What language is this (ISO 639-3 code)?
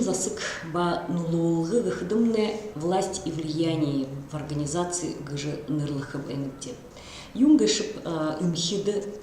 bua